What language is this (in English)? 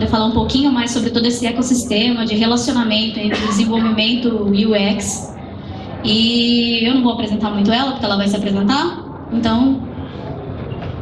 Portuguese